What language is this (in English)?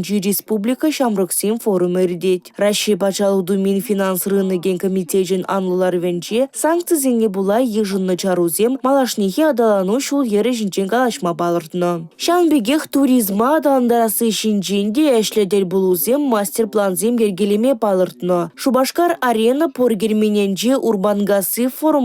Chuvash